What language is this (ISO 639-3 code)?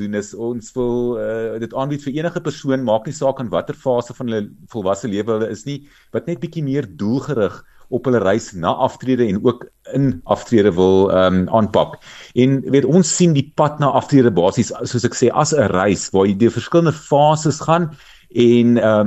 afr